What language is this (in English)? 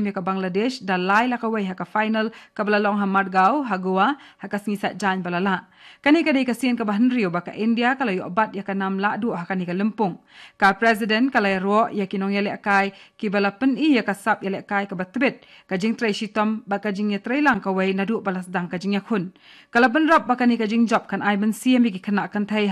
Khasi